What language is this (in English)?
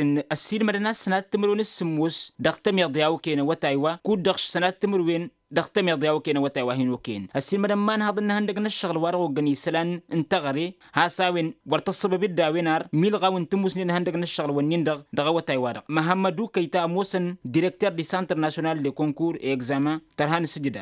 Tamasheq